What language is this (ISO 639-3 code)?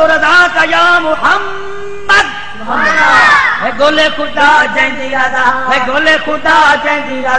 skr